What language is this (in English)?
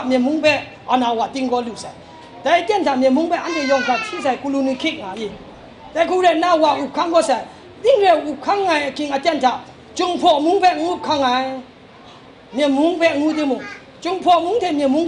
Kachin